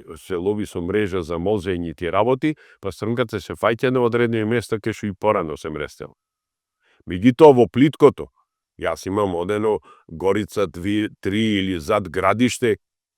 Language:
Macedonian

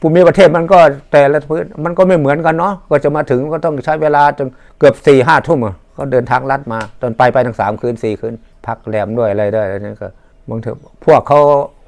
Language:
Thai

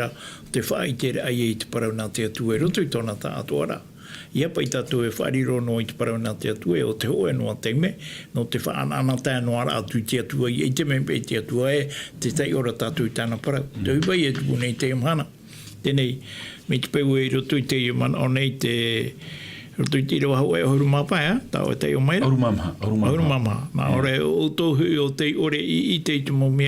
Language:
Tahitian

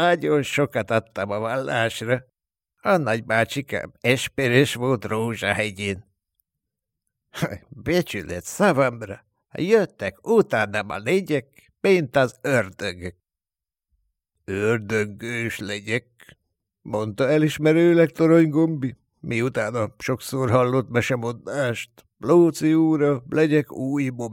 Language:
Hungarian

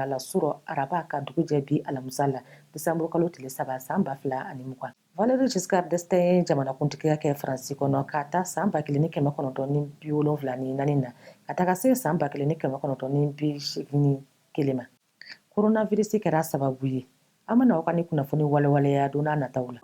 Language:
Bambara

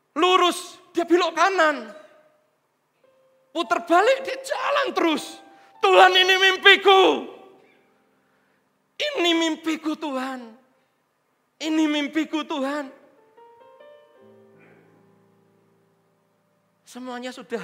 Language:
Indonesian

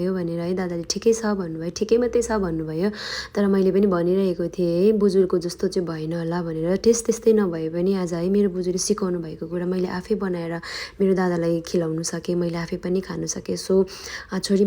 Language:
Nepali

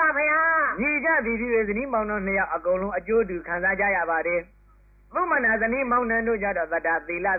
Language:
Burmese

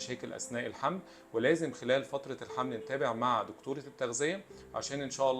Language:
Egyptian Arabic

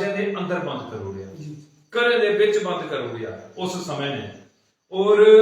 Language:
Dogri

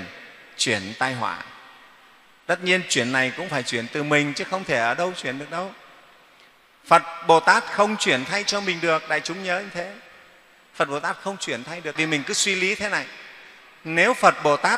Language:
Vietnamese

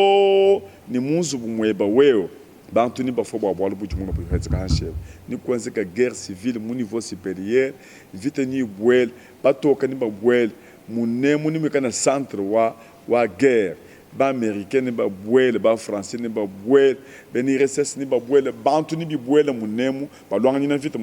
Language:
Luba-Lulua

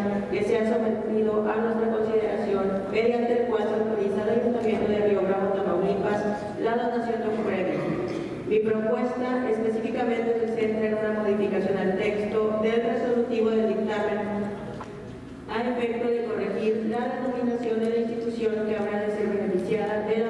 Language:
Spanish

